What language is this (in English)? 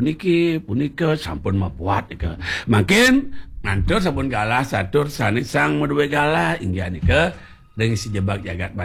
Balinese